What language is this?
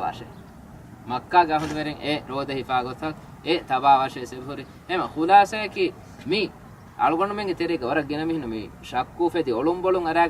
Divehi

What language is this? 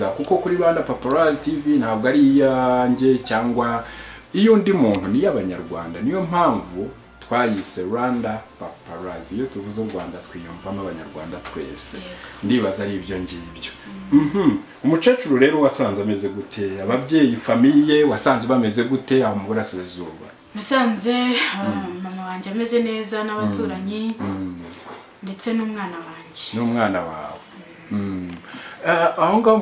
Kinyarwanda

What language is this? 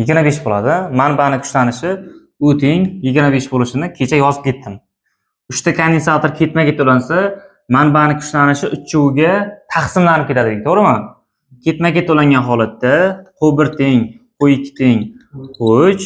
Uzbek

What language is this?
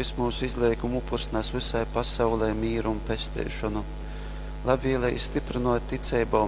Latgalian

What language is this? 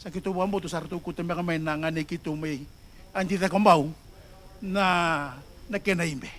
Fijian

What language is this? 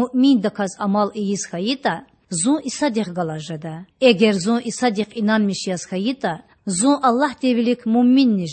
Lezghian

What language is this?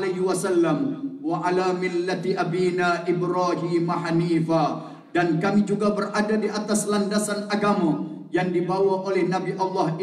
Malay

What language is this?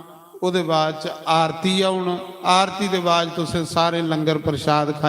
Dogri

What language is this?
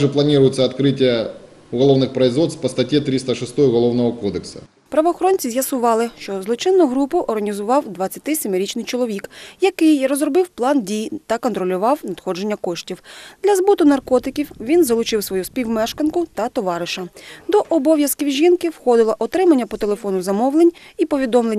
Ukrainian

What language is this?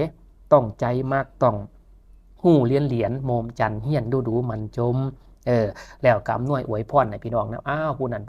Lao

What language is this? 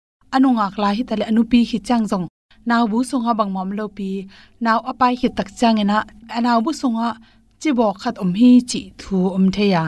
Tedim Chin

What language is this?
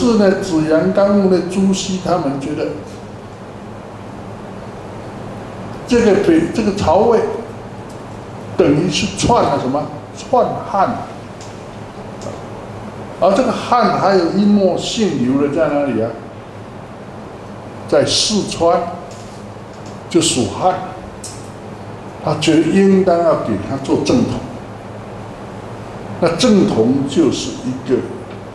Chinese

